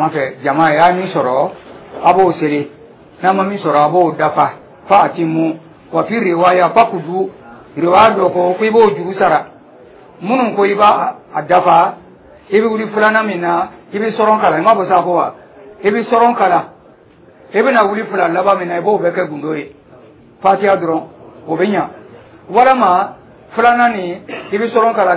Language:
Dyula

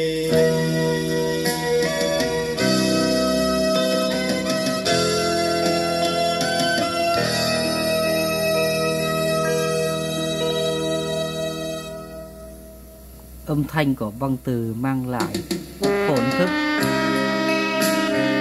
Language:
Vietnamese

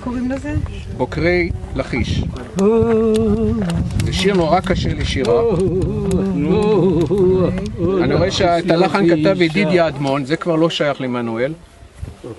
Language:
Hebrew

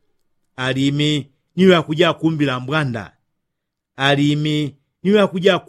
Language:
Yao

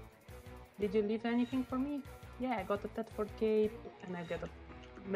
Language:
English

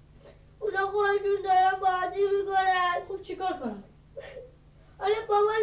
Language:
Persian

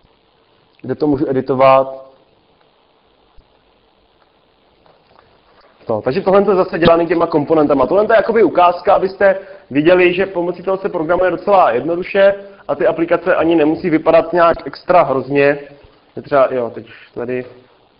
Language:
Czech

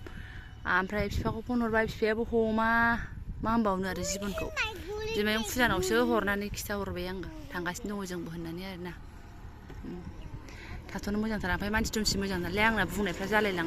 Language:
Bodo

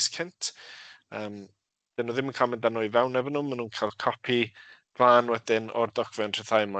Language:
Welsh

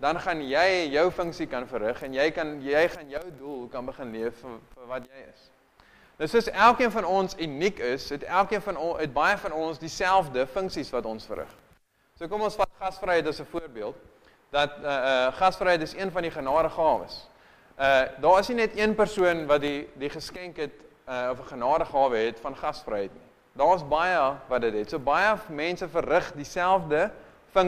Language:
Afrikaans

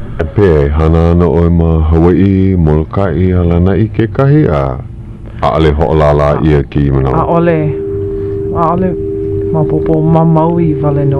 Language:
Hawaiian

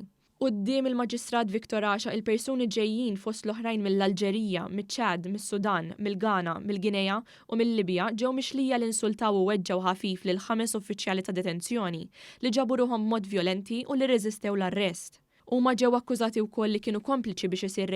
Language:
Maltese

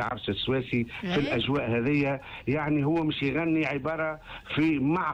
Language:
Tunisian Arabic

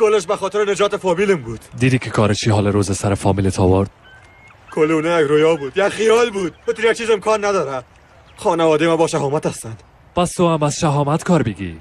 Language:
Persian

